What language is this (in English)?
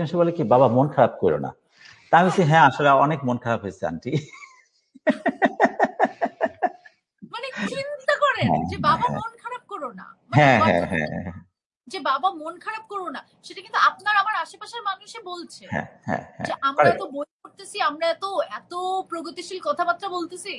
Bangla